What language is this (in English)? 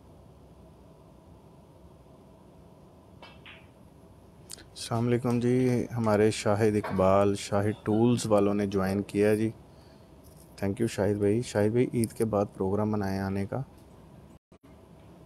Hindi